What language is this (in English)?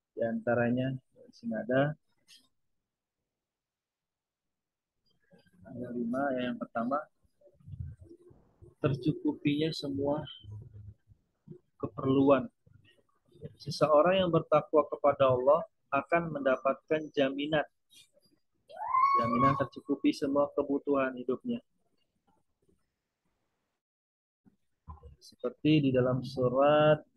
Indonesian